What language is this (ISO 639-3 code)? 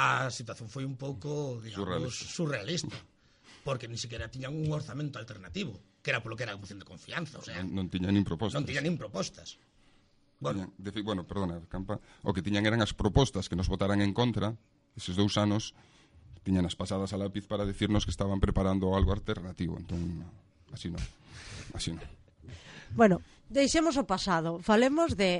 glg